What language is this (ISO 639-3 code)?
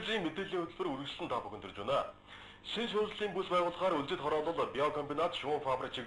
mon